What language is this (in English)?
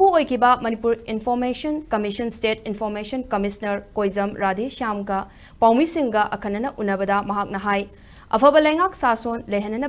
Manipuri